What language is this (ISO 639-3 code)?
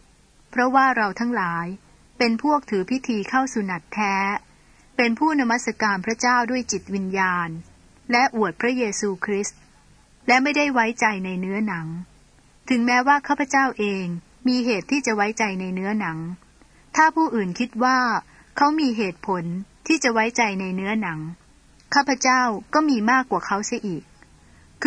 tha